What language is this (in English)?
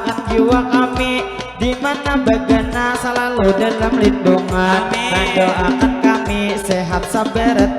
Banjar